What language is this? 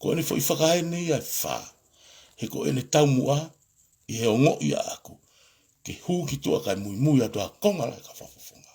Tongan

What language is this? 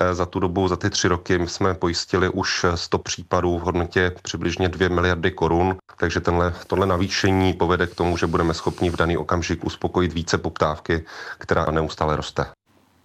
Czech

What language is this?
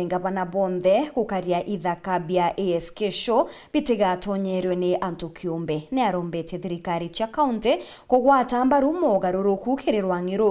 Meru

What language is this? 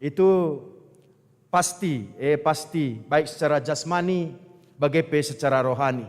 Batak Karo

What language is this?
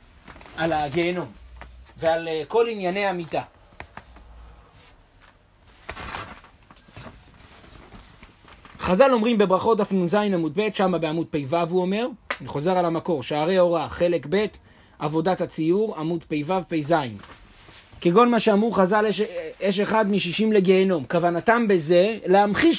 Hebrew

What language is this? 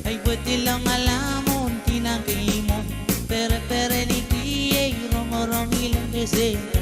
Pohnpeian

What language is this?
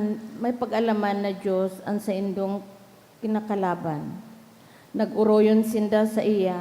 Bikol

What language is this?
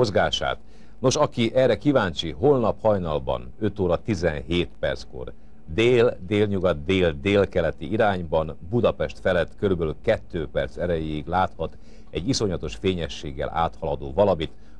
Hungarian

